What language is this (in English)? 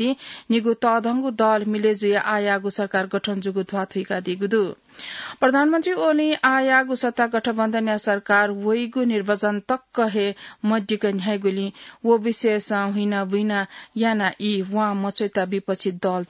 Newari